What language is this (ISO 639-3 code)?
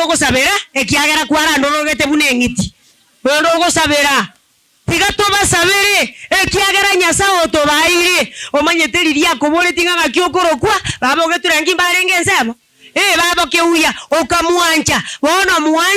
guz